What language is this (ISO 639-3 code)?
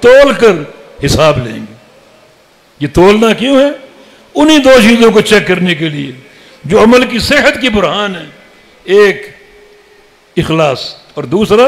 urd